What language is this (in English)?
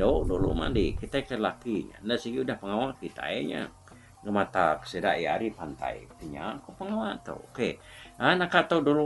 Iban